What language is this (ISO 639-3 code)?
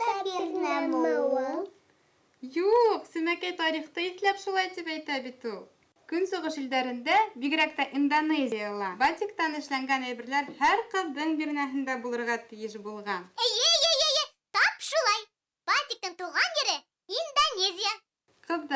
bak